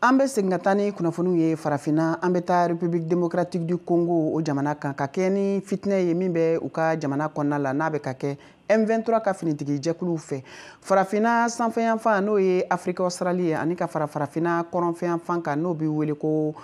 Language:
Bambara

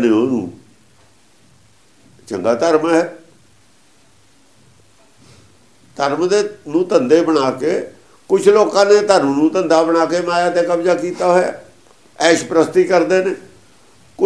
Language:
Punjabi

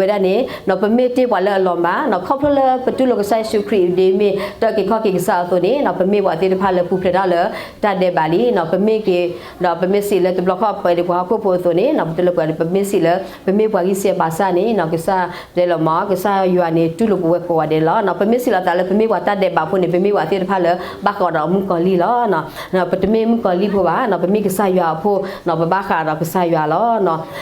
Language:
S'gaw Karen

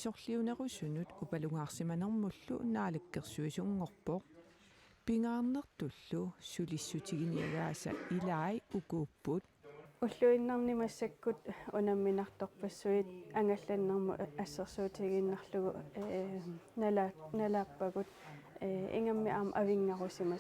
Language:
Kalaallisut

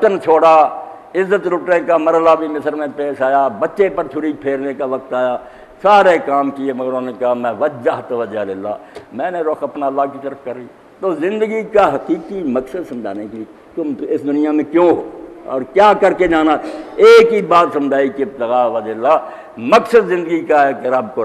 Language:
Urdu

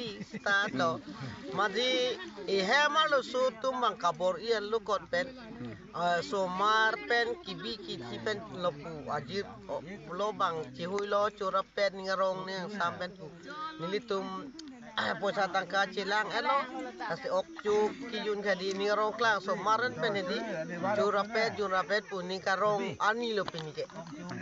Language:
Karbi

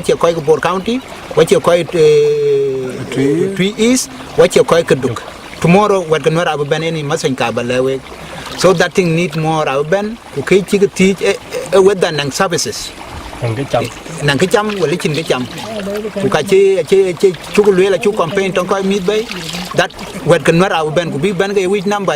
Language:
Dinka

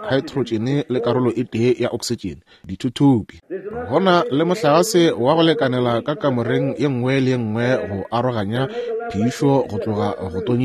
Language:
Northern Sotho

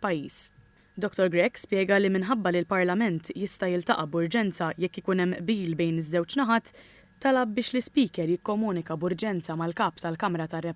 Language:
Maltese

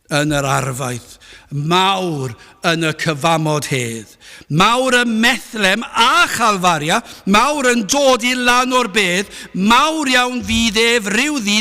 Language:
Welsh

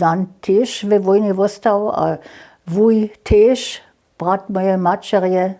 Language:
Upper Sorbian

